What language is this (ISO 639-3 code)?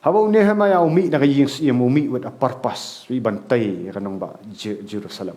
kha